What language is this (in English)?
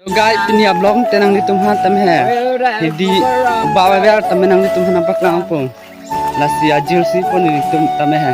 Karbi